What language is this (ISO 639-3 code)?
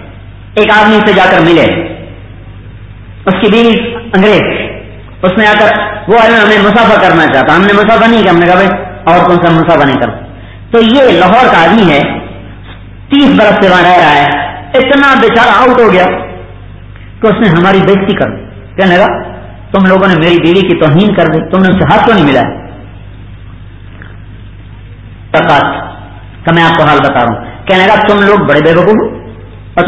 urd